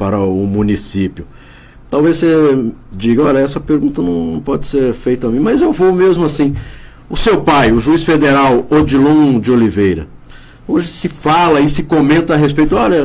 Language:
Portuguese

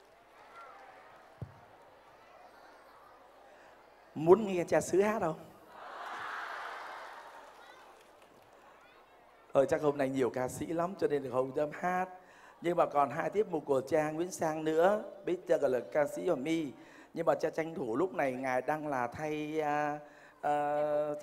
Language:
Vietnamese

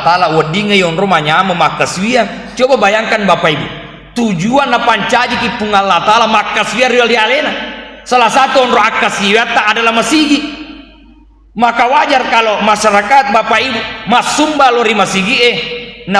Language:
Buginese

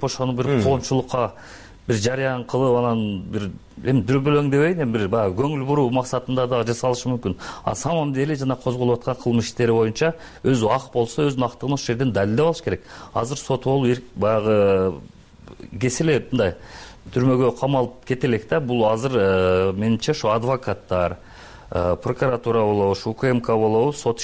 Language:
Kyrgyz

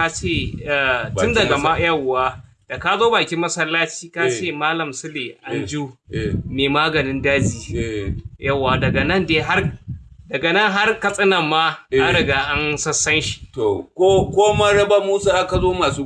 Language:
Hausa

